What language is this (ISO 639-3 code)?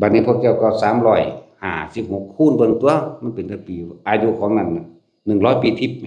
tts